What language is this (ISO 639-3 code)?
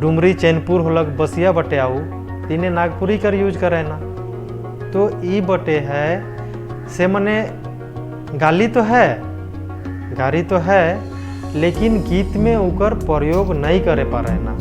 sck